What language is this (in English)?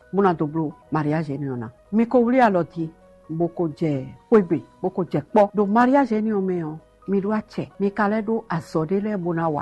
Fon